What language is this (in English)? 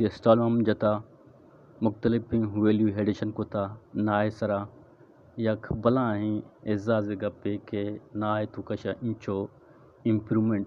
Eastern Balochi